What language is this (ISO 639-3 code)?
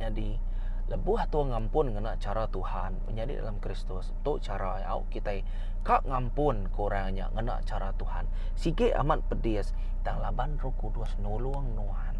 iba